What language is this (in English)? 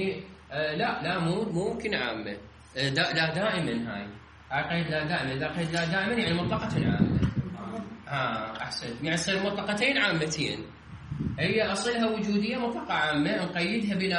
Mesopotamian Arabic